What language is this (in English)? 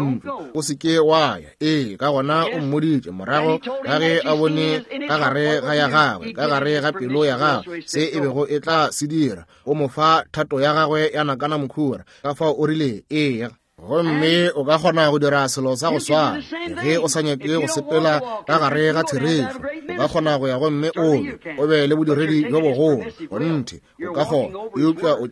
Northern Sotho